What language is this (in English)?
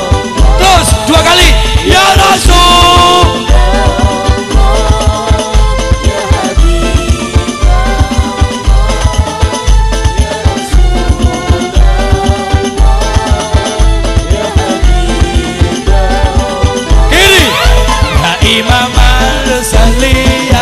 Indonesian